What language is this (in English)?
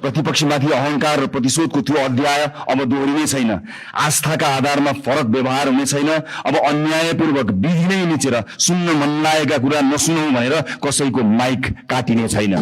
Nepali